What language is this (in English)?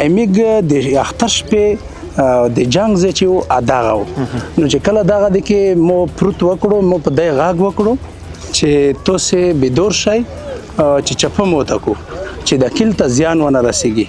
Pashto